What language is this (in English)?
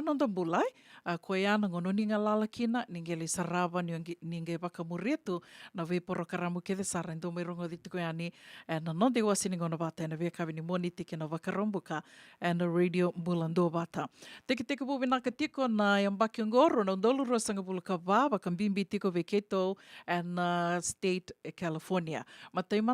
Fijian